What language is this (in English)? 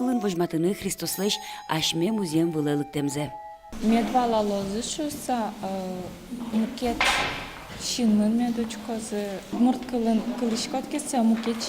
Udmurt